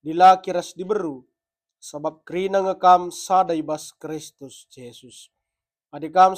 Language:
Batak Karo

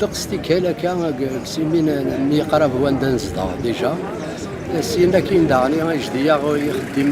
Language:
Kabyle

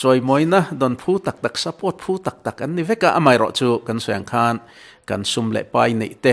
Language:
Mizo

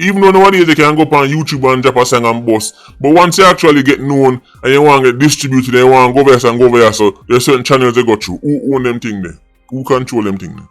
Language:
Jamaican Creole English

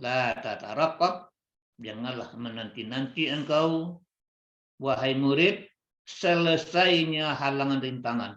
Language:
Minangkabau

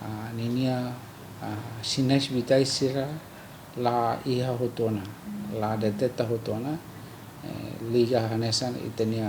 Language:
Tetum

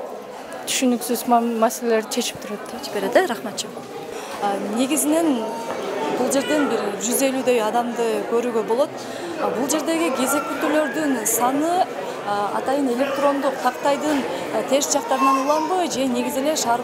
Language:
Kyrgyz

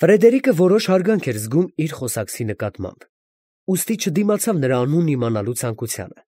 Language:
Armenian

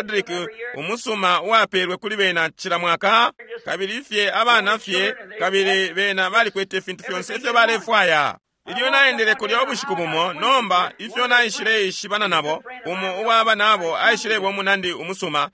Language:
Bemba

